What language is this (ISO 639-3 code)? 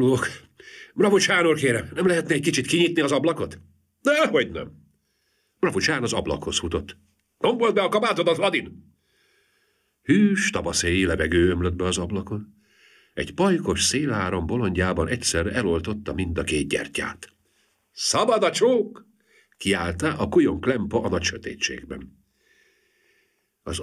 hun